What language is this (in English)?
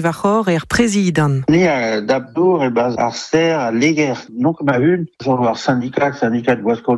Breton